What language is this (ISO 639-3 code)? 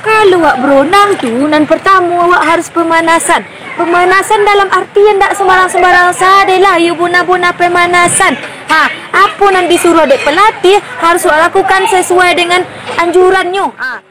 min